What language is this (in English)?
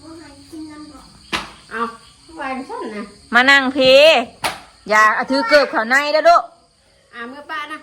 Northeastern Thai